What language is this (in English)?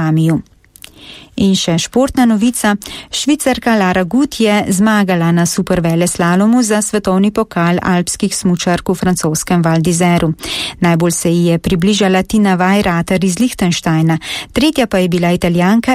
Slovenian